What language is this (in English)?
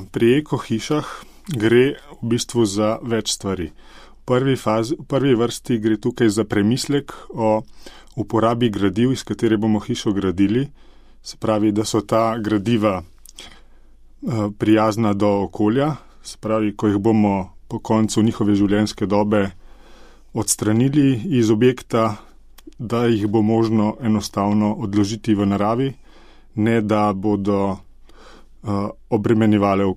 Slovenian